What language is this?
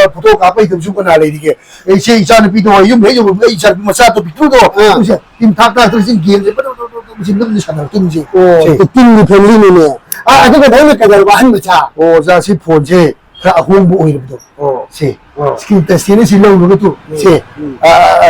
Manipuri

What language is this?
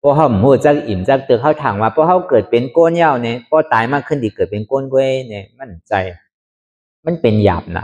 Shan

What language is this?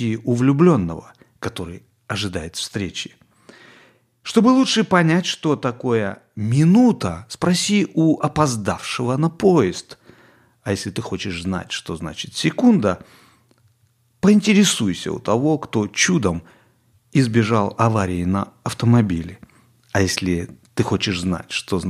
Russian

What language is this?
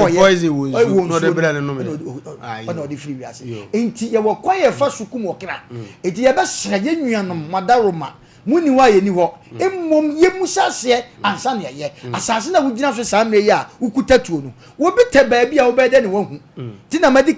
Akan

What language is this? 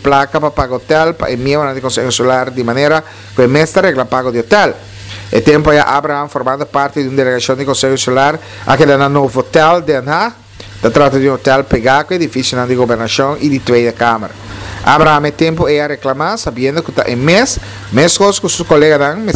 Papiamento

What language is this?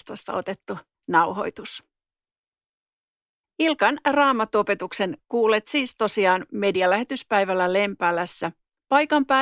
Finnish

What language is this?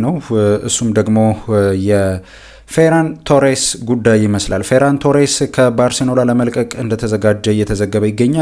Amharic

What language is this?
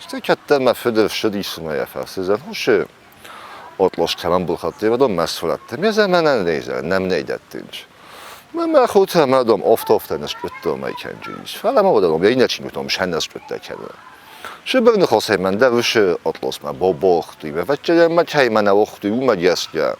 Ossetic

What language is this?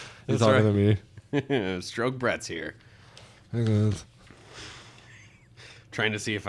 English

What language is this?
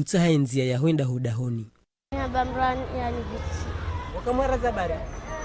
Ngazidja Comorian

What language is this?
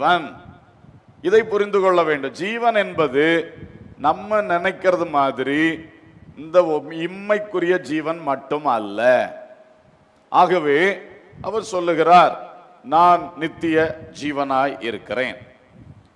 Tamil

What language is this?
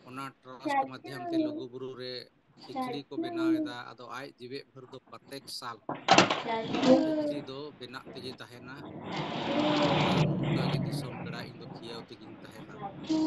Santali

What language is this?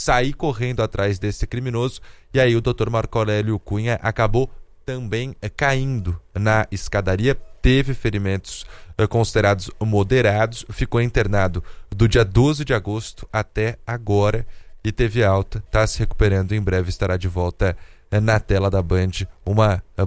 Portuguese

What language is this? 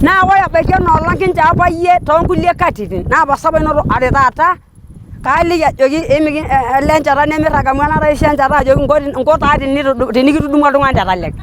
Masai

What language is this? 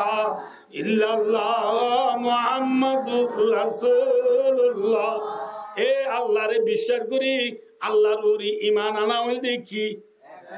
Rohingya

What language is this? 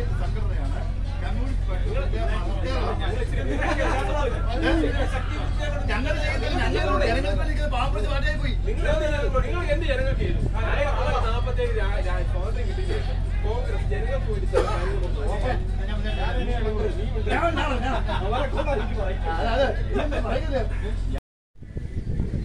Malayalam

